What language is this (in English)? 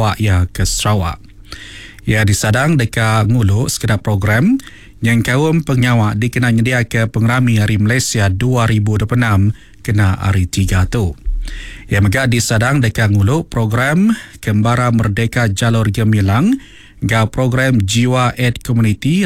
Iban